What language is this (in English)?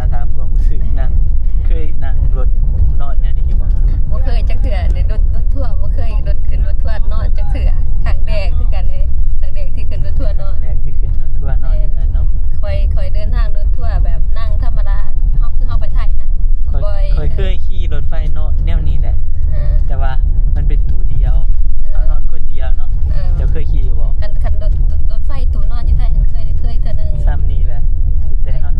Northeastern Thai